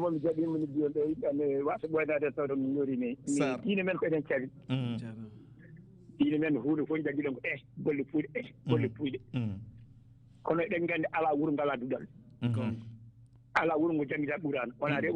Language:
Fula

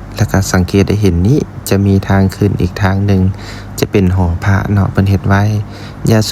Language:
Lao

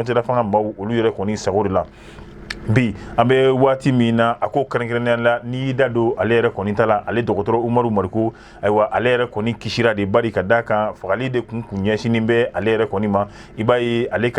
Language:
Bambara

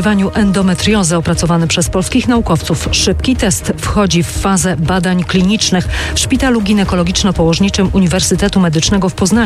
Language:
Polish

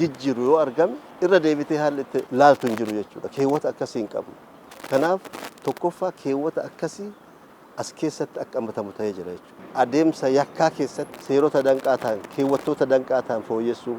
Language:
Oromo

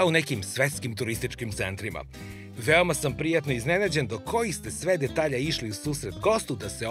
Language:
Serbian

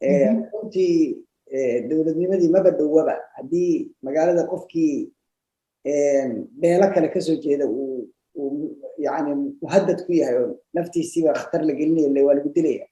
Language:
Somali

